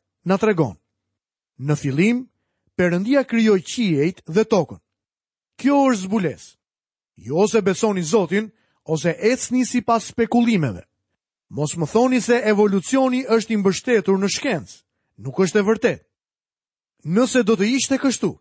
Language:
Albanian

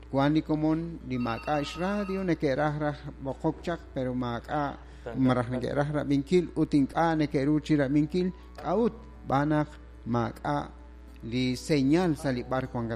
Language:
Kekchí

